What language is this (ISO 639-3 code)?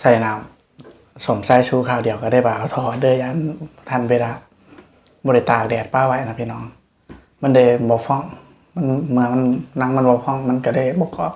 tts